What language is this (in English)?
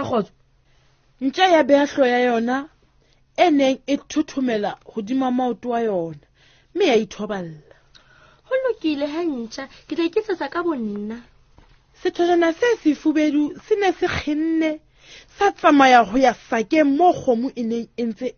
Southern Sotho